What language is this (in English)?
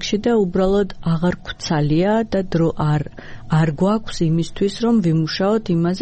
Georgian